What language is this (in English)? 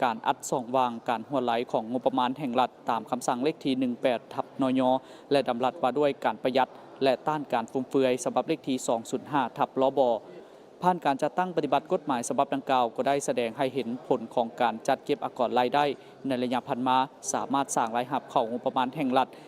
Lao